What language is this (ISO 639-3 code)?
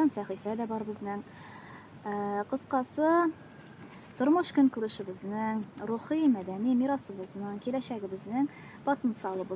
tat